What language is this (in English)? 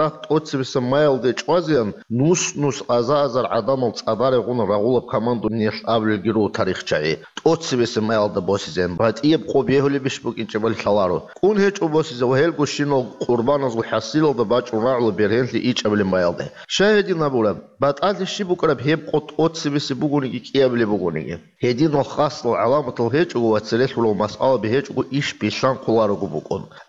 Avaric